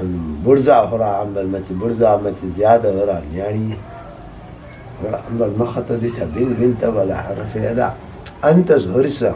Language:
Brahui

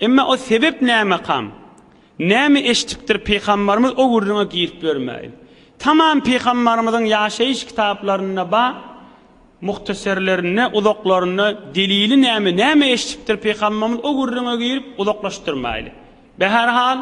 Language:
Turkmen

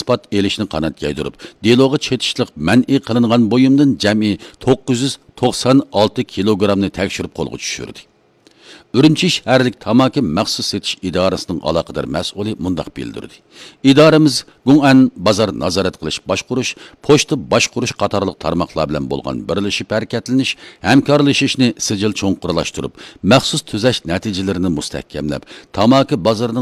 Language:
Uyghur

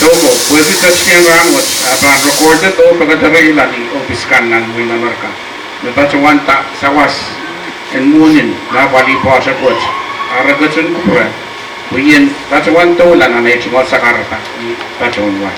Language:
Pohnpeian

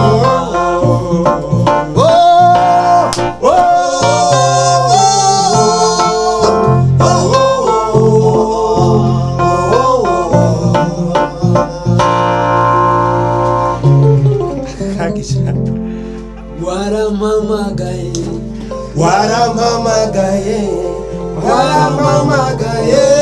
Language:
Kinyarwanda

